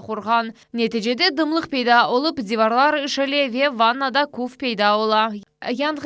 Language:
Crimean Tatar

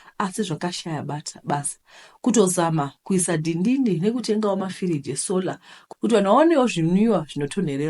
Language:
Shona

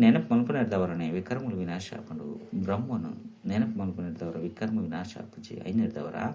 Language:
Tulu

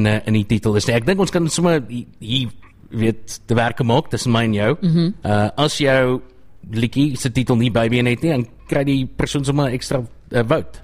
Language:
Afrikaans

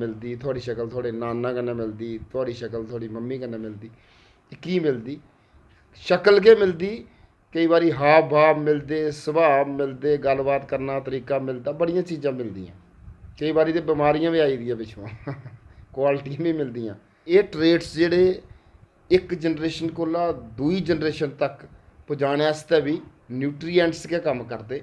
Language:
Dogri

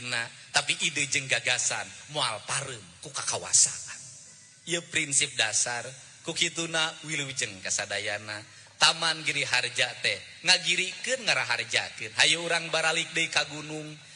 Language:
Sundanese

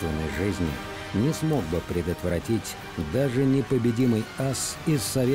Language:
Russian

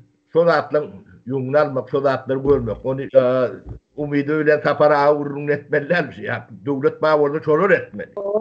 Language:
Turkmen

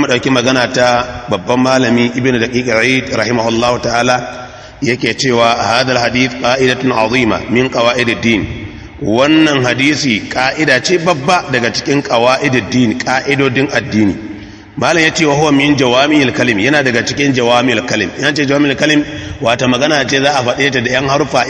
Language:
Hausa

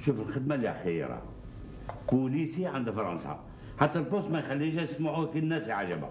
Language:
Algerian Arabic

